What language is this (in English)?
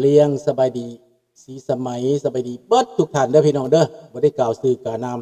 Lao